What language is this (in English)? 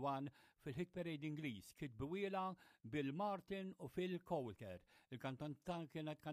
Maltese